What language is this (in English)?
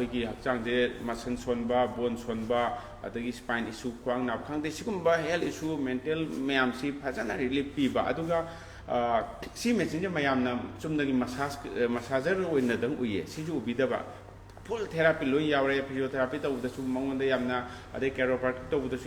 Manipuri